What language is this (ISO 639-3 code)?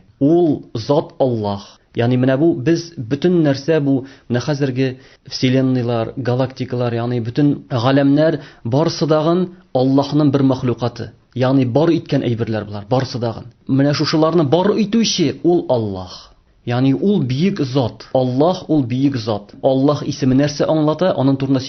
tat